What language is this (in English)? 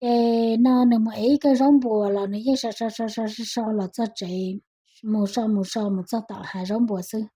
Hmong